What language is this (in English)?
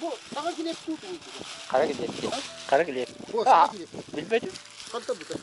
Yakut